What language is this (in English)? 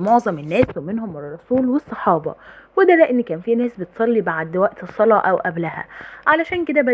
Egyptian Arabic